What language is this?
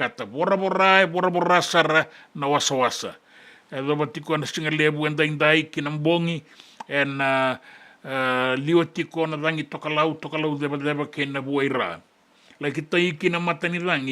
Fijian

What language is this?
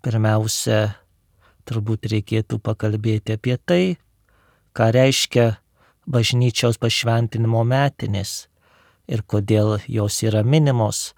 Lithuanian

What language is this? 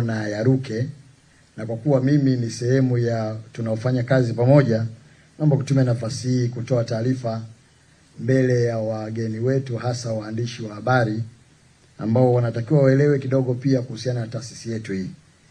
Swahili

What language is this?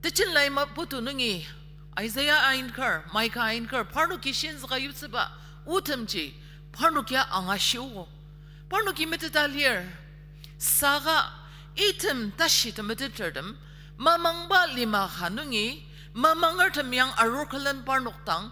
Ao Naga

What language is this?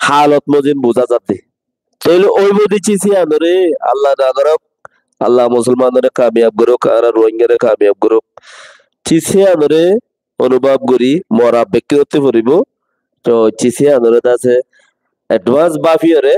Rohingya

